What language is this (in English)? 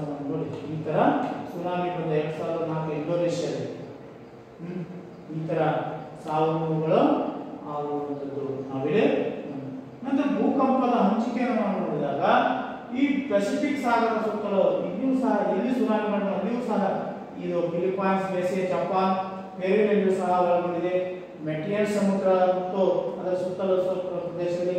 Kannada